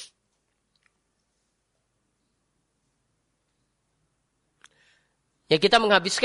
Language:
Indonesian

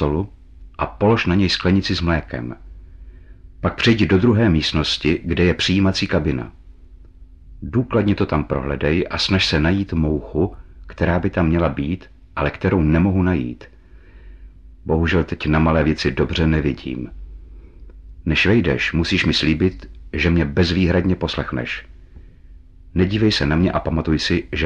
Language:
Czech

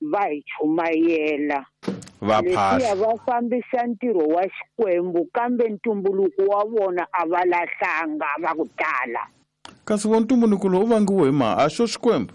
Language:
Tsonga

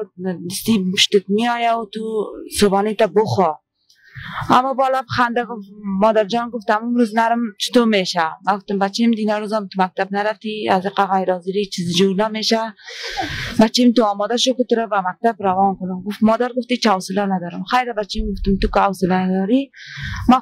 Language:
Persian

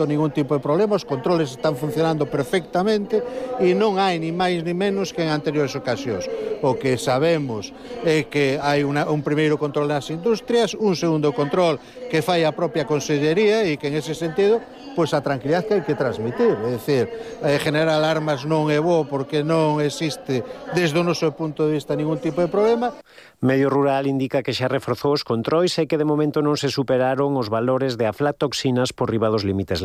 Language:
Galician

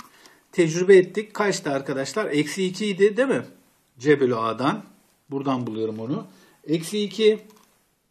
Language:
Turkish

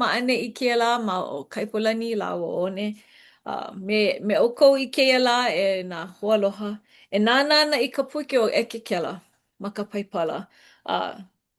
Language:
Hawaiian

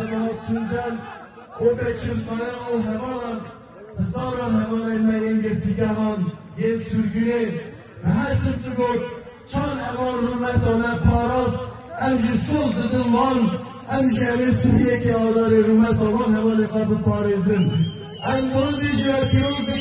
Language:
Kurdish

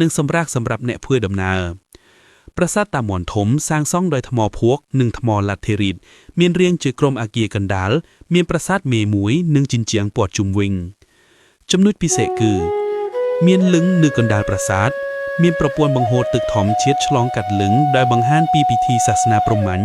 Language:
Khmer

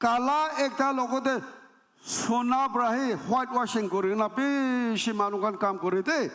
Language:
Naga Pidgin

